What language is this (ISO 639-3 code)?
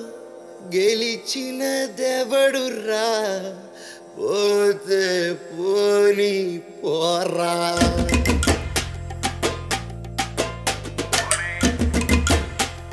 tel